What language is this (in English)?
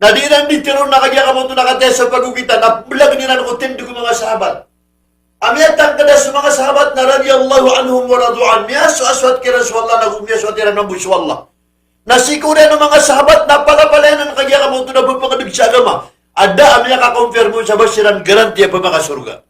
Maranao